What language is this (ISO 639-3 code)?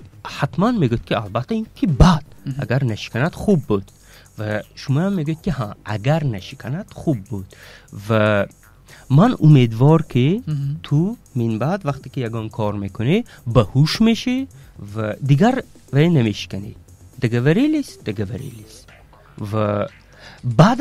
tgk